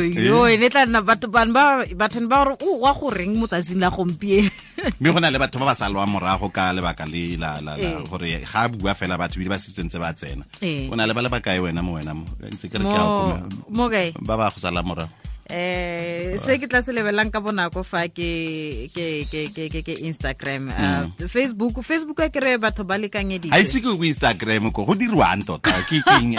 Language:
Tswana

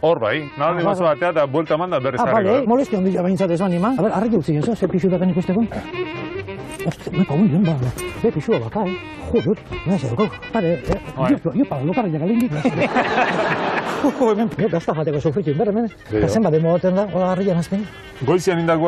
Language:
Basque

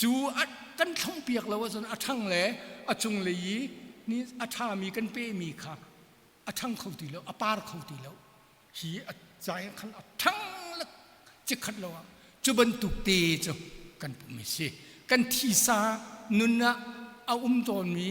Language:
Hakha Chin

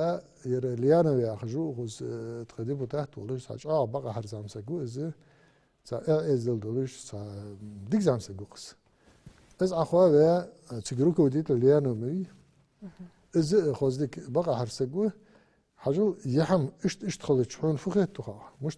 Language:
Ingush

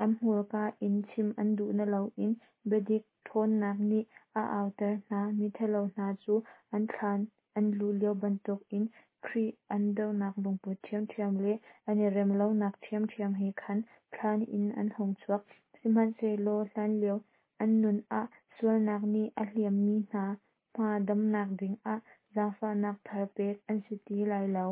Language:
Hakha Chin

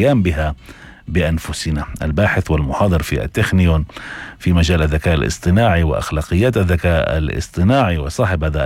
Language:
North Levantine Arabic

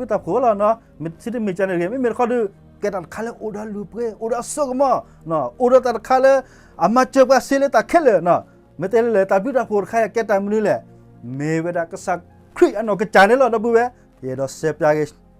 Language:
S'gaw Karen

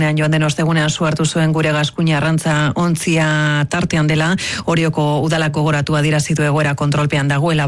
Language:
Basque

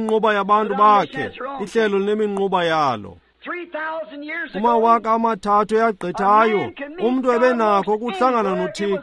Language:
Xhosa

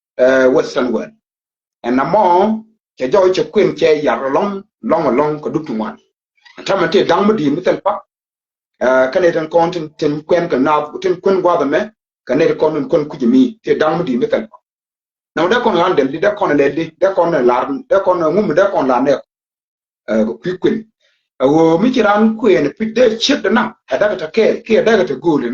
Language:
Nuer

